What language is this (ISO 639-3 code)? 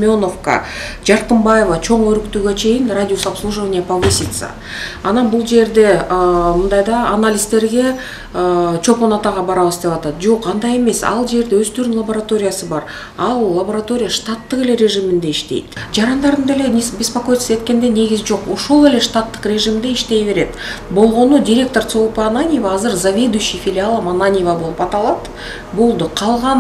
kir